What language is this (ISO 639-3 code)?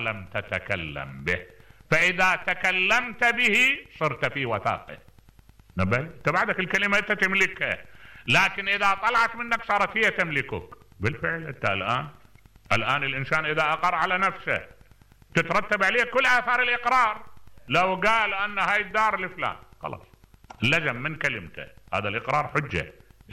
acm